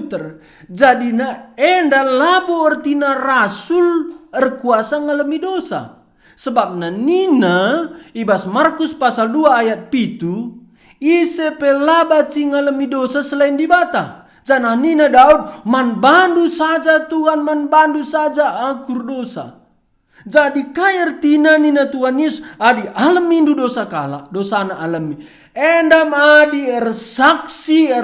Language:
Batak Karo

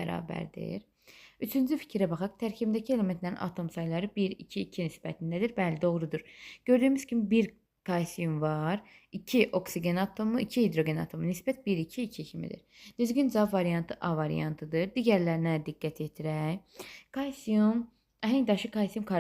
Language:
Azerbaijani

